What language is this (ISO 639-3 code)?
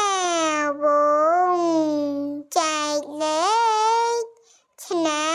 khm